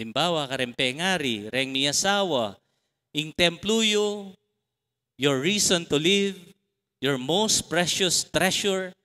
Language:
Pampanga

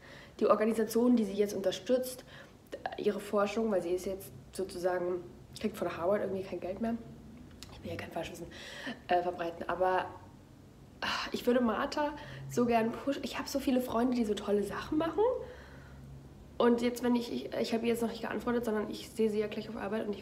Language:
German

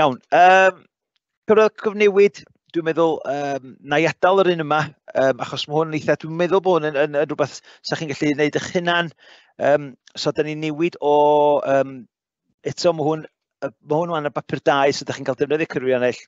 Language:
Welsh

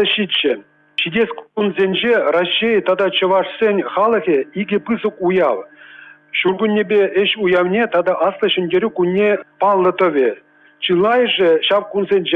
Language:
Chuvash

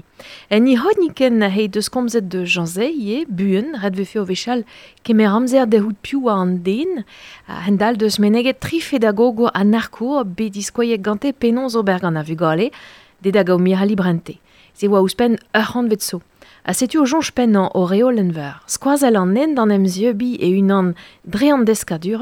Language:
Breton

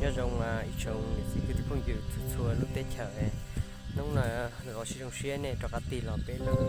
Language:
Hmong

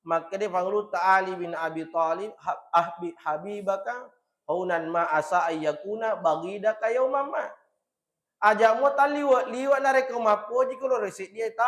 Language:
Buginese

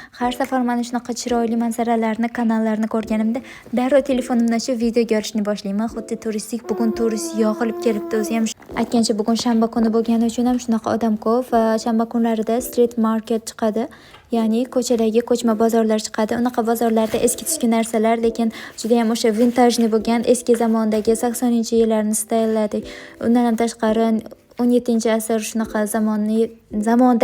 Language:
Uzbek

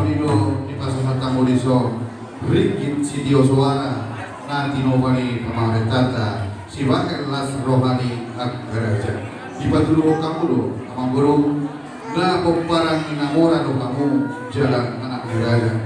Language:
Batak Toba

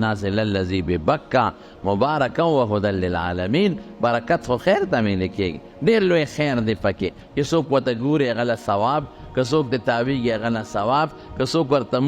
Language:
Pashto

